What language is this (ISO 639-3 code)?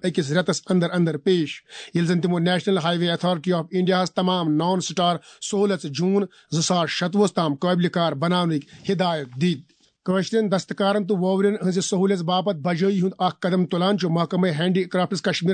kas